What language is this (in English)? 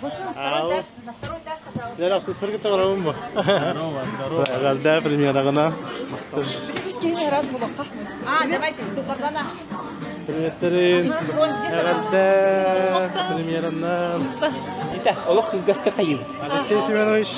Yakut